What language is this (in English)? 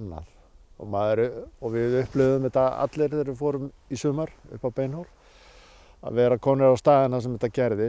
Icelandic